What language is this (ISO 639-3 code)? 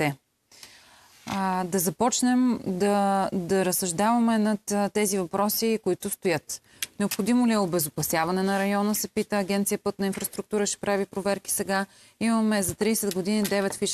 bul